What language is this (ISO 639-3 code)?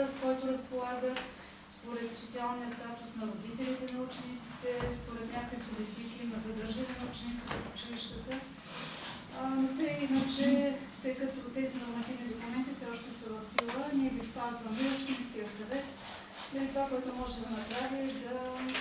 bul